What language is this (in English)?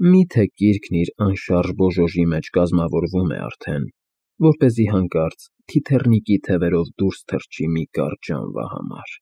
Armenian